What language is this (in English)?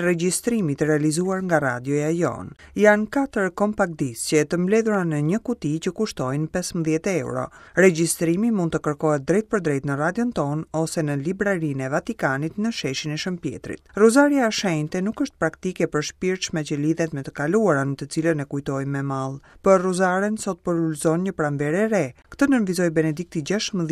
Albanian